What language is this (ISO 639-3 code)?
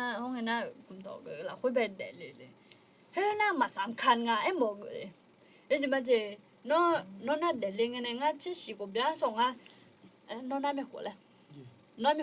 ahk